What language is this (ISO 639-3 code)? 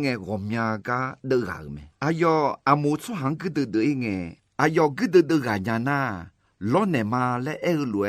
ahk